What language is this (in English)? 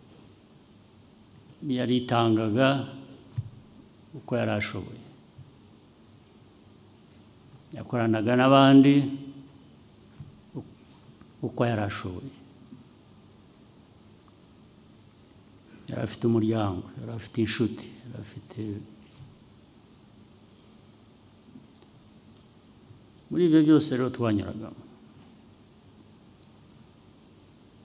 Kinyarwanda